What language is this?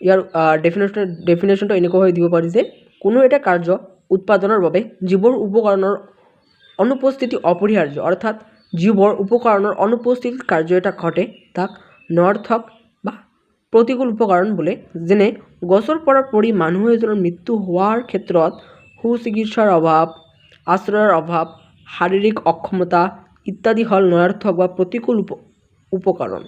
Assamese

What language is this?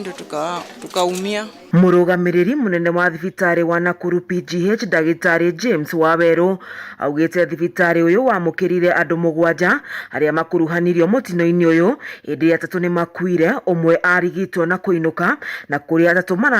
Kikuyu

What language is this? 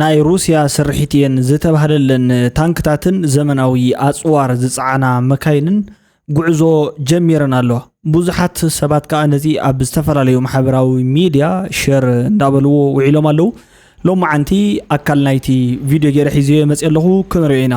Tigrinya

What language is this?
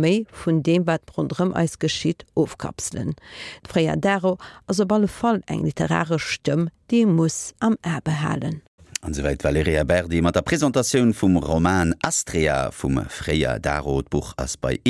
Luxembourgish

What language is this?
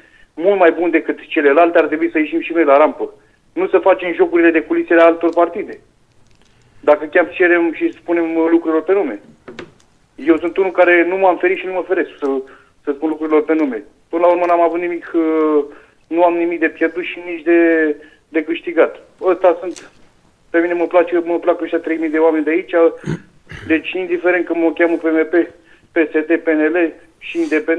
Romanian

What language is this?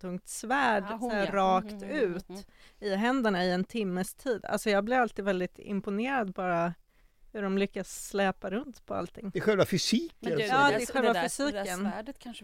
Swedish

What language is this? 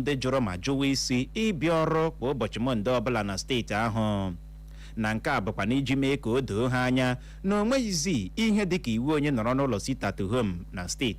Igbo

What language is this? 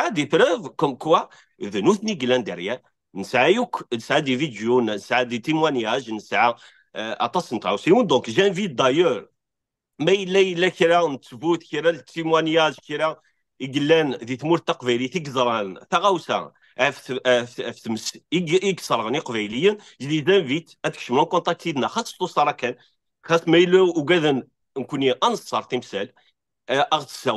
Kabyle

